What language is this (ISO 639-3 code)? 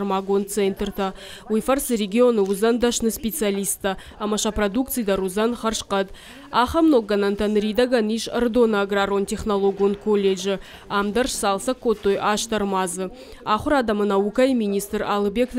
oss